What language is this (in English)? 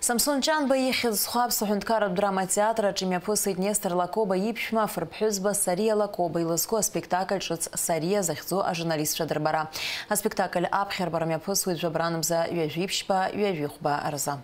Abkhazian